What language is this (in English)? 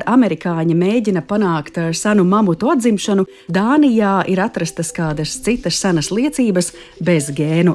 Latvian